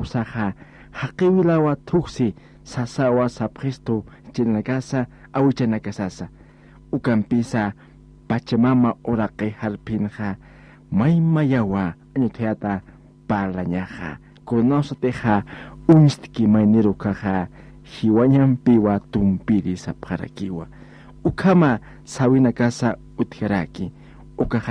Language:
Aymara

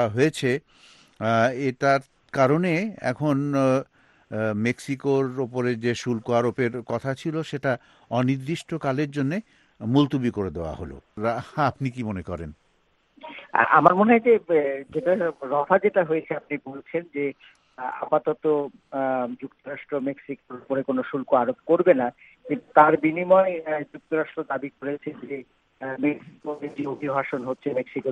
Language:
Bangla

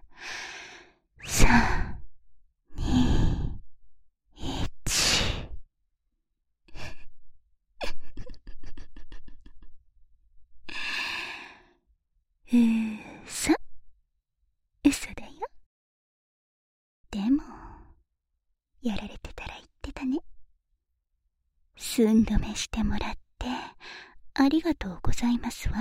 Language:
Japanese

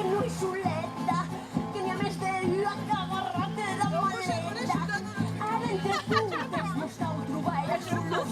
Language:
Occitan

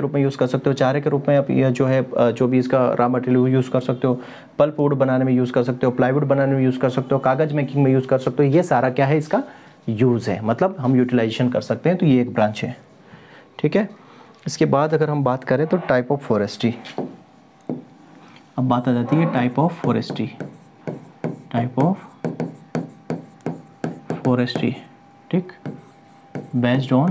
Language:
Hindi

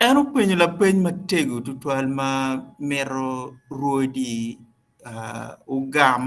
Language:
Acoli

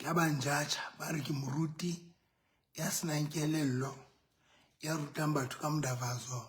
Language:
Southern Sotho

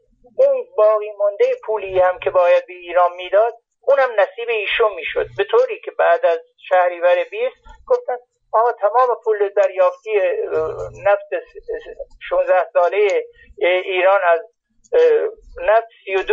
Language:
Persian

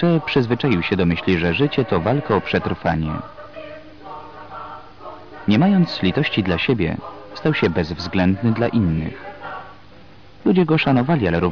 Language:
Polish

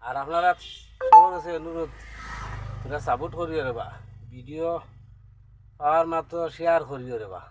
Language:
Sylheti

